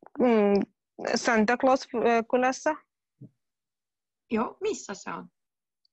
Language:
Finnish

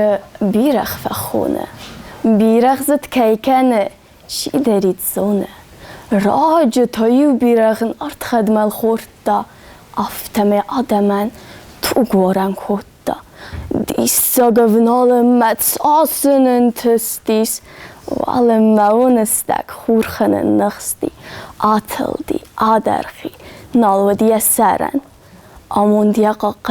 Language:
Ossetic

